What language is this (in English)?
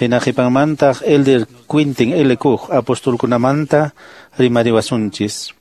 Quechua